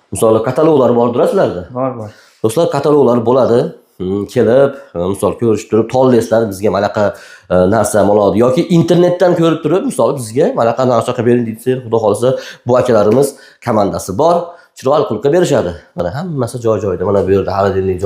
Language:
Uzbek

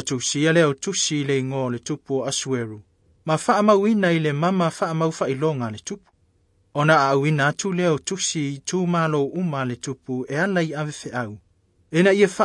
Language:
Samoan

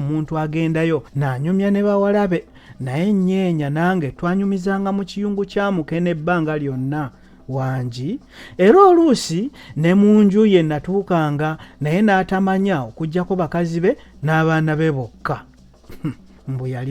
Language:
Ganda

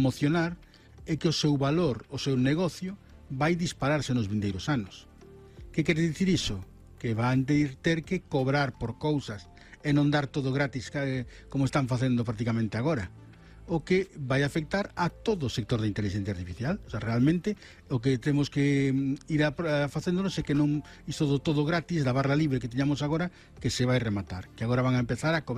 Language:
Galician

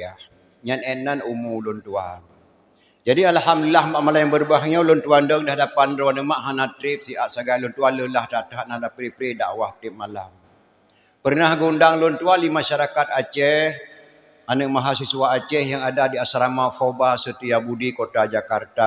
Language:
Achinese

